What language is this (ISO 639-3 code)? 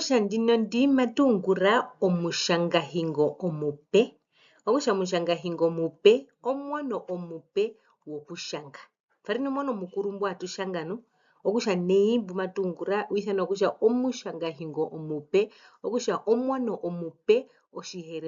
her